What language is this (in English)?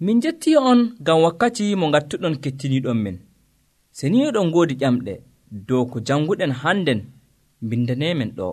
Nigerian Fulfulde